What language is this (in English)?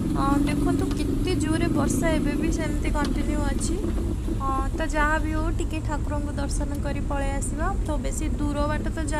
Odia